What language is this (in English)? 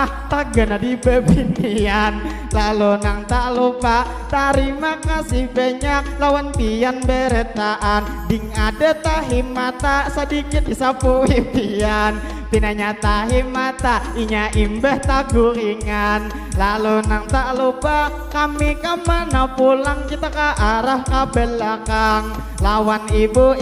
Banjar